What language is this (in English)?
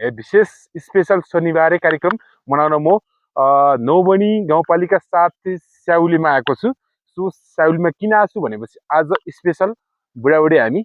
Nepali